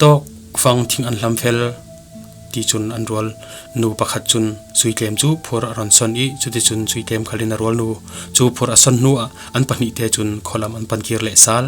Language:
Falam Chin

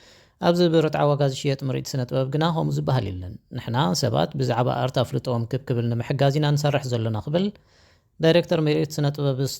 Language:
Tigrinya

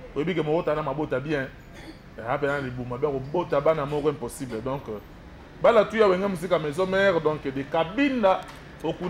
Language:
Lingala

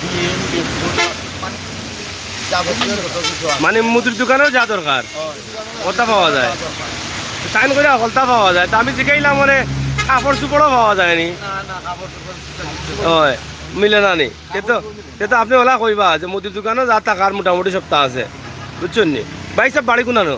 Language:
Sylheti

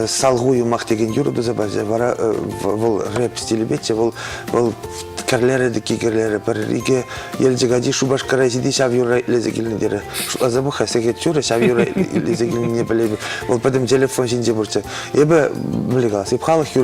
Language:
Chuvash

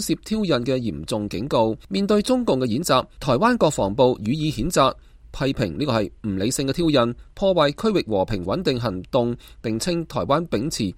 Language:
Cantonese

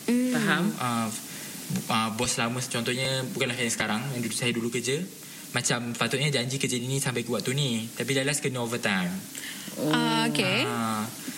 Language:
Malay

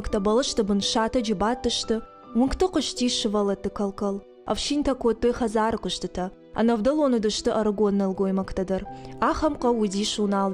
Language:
Ossetic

